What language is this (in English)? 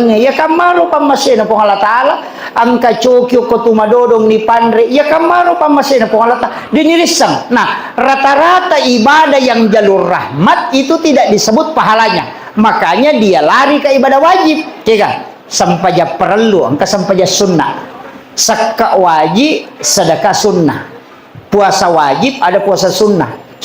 Buginese